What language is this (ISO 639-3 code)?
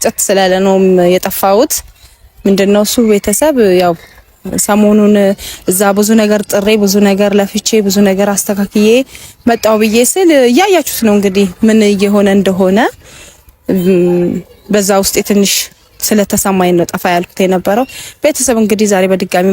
amh